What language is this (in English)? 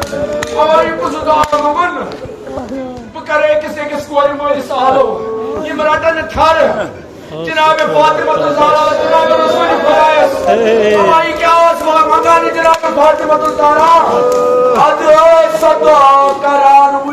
Kashmiri